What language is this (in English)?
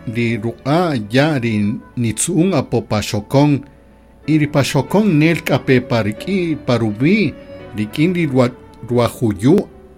Kaqchikel